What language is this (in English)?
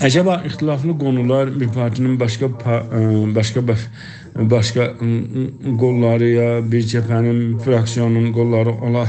South Azerbaijani